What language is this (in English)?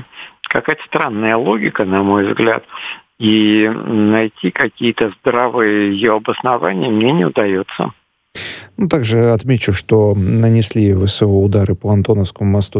Russian